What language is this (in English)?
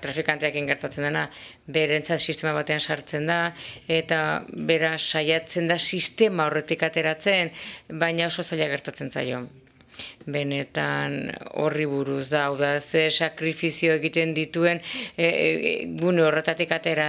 Basque